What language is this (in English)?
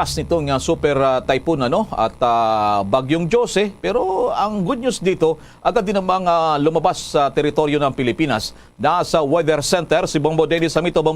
Hiligaynon